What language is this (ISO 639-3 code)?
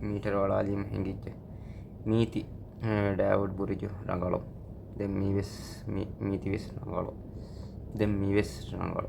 div